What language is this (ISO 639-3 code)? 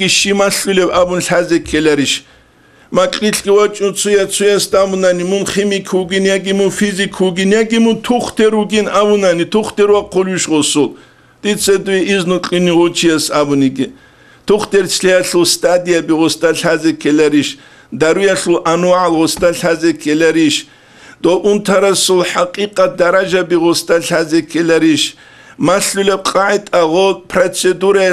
ava